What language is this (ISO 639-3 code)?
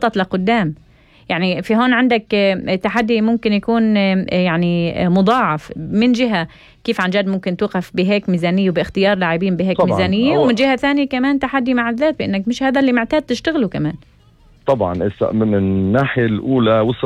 apc